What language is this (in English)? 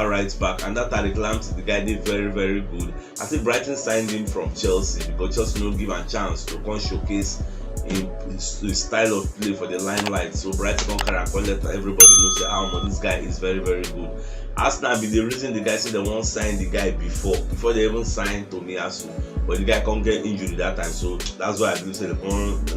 Nigerian Pidgin